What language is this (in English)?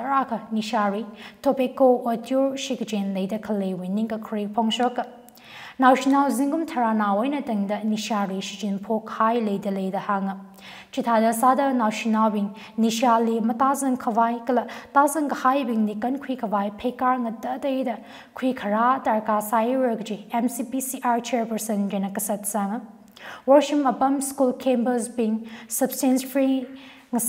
Tangkhul Naga (India)